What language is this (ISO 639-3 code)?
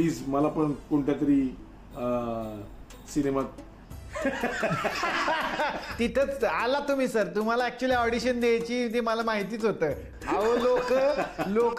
mar